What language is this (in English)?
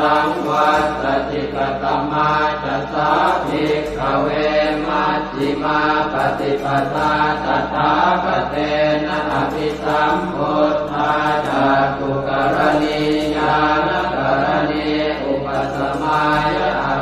Pali